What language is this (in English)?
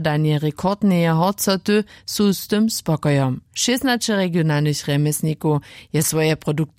Upper Sorbian